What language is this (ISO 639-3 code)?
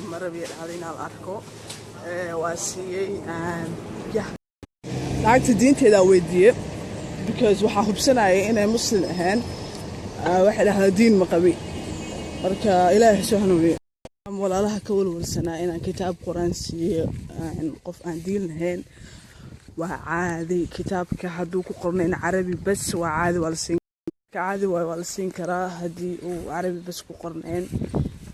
som